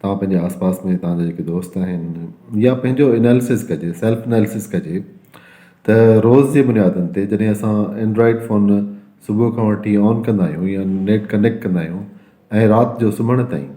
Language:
Sindhi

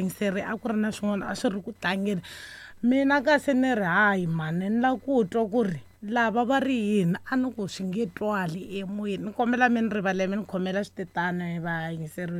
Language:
Tsonga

